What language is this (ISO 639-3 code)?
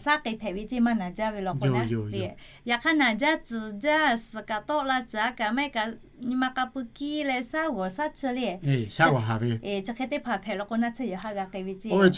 lhu